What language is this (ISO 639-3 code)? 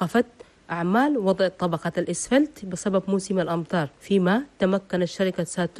shu